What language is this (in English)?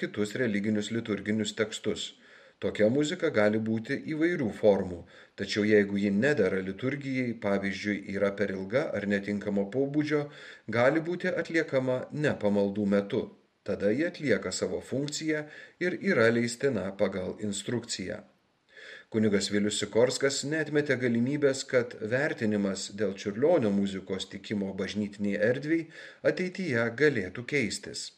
Lithuanian